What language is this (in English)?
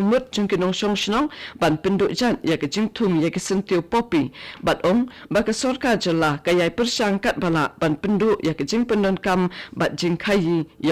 Khasi